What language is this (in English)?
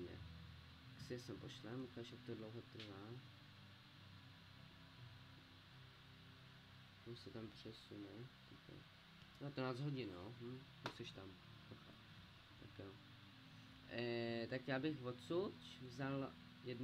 Czech